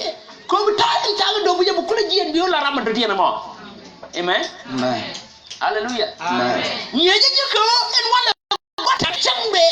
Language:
Nuer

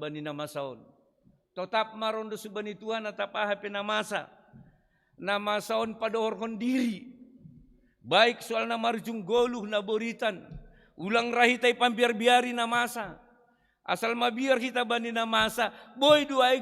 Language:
Batak Simalungun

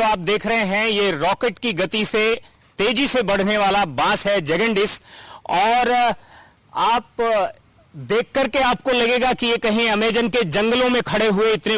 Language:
Hindi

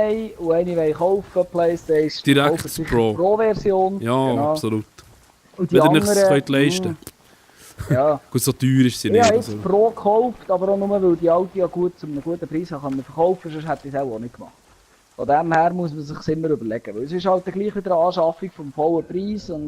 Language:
Swiss German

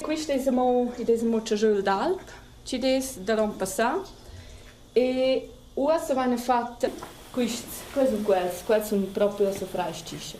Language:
Romansh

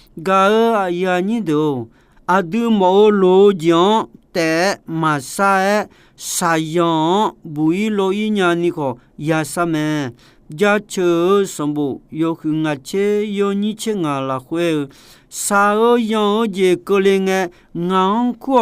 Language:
Akha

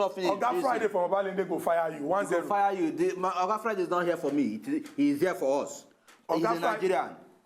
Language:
Nigerian Pidgin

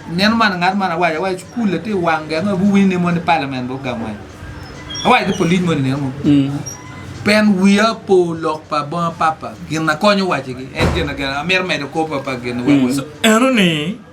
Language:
Acoli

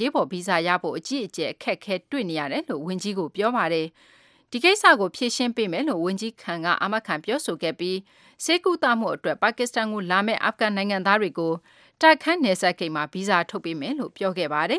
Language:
Burmese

